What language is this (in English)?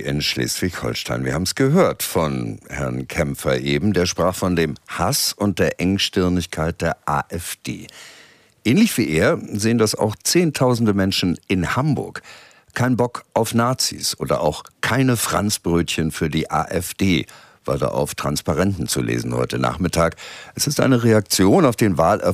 German